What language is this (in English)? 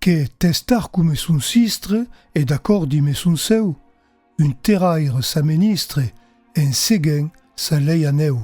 Occitan